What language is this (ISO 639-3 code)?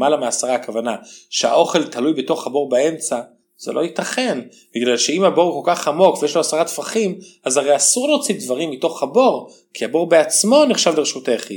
heb